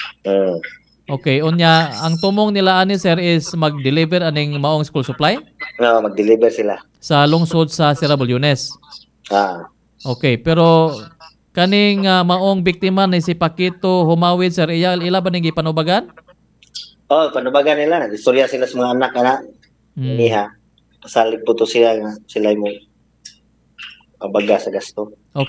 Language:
Cebuano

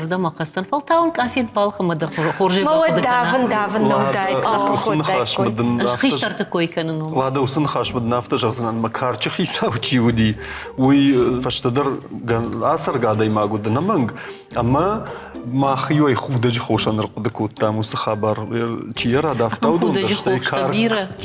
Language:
Ossetic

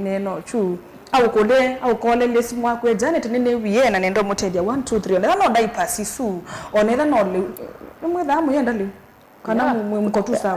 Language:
Kamba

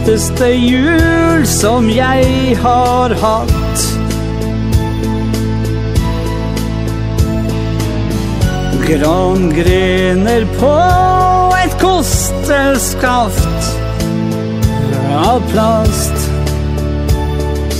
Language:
Norwegian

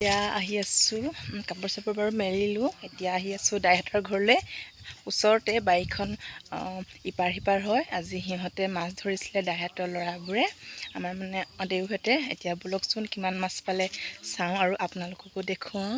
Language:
Assamese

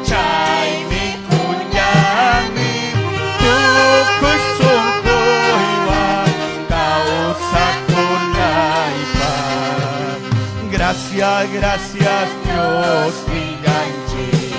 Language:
Ayacucho Quechua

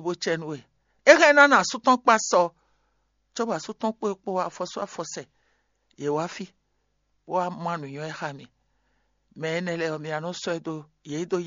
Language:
Fon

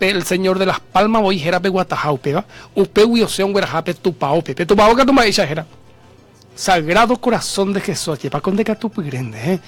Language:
Guarani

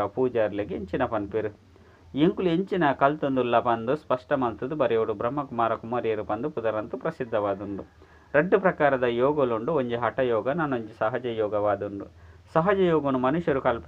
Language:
Tulu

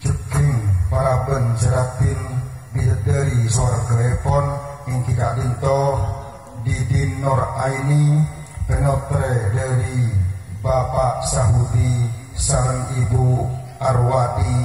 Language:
Madurese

